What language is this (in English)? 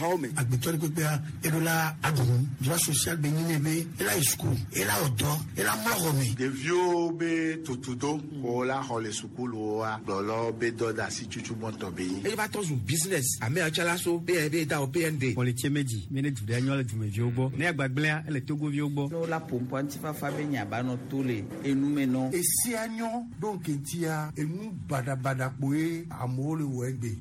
Gen